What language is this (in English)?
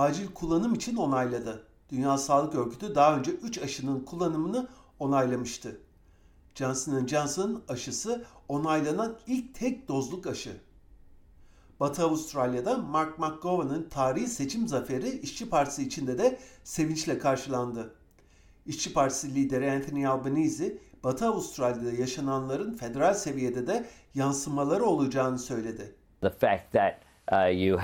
Turkish